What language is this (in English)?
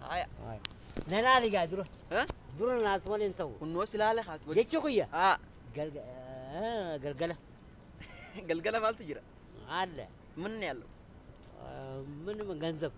Oromo